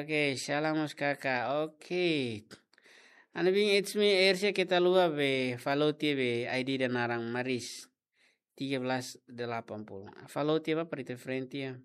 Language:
Tetum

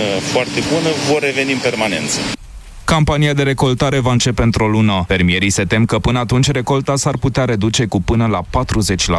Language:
Romanian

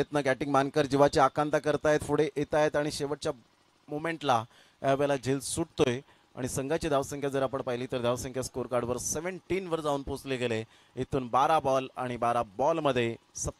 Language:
Marathi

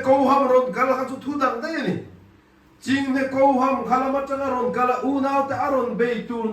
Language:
Mizo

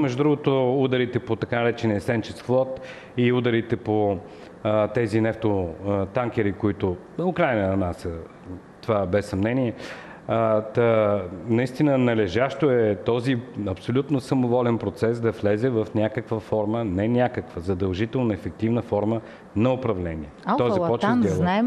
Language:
Bulgarian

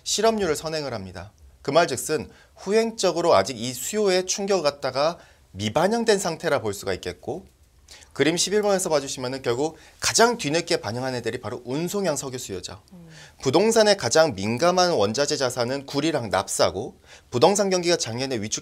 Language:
Korean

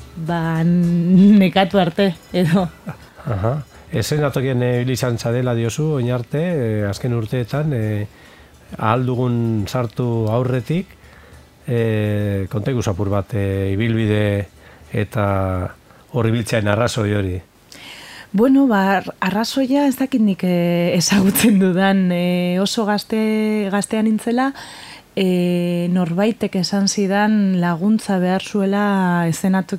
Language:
Basque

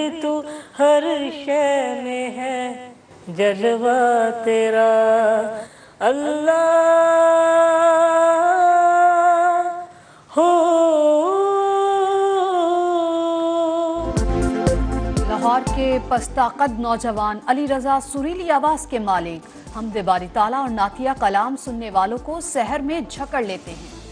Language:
Urdu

